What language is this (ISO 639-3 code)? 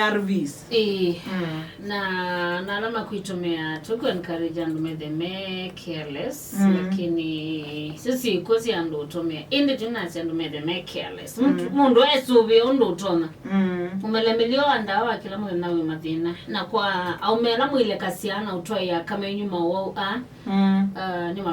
kam